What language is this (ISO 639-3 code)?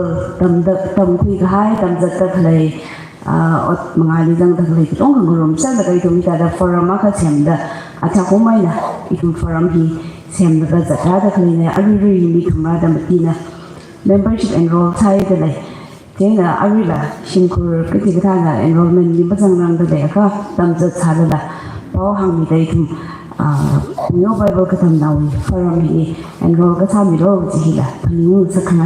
nmf